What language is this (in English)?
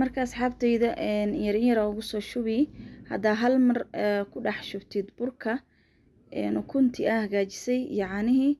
Somali